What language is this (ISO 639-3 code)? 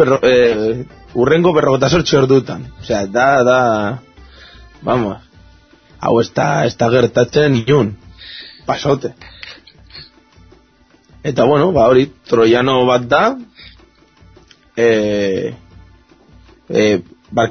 eus